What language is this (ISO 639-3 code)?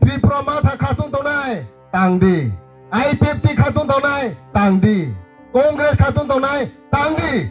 ria